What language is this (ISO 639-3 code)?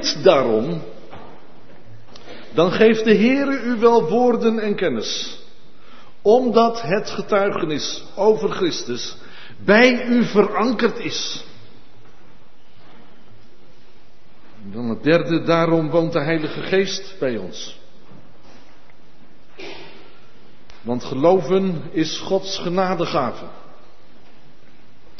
nld